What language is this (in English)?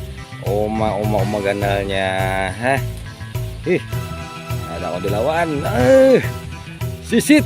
Banjar